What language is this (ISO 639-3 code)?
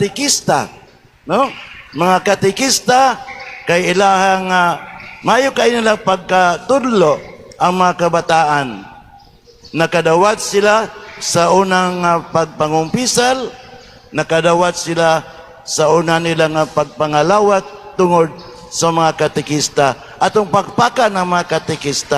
ceb